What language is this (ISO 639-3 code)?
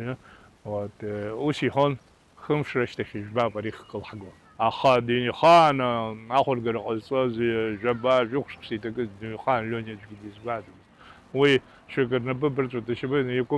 abk